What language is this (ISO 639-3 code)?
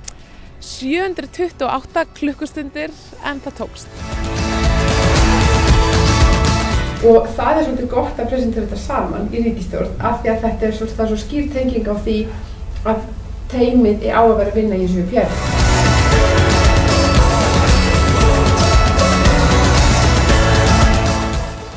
isl